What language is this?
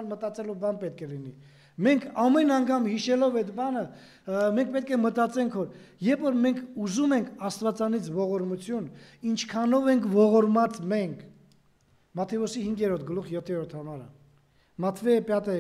Armenian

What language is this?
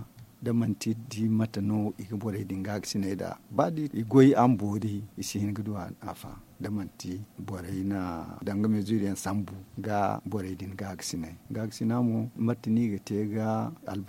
Zarma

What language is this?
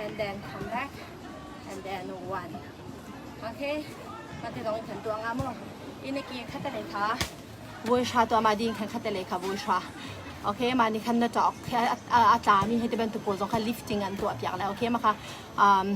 Hakha Chin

